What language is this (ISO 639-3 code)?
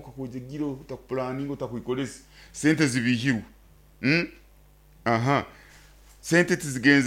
nyo